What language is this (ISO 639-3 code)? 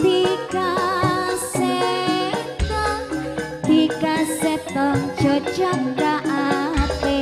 mad